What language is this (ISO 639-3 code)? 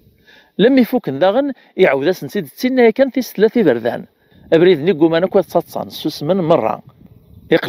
kab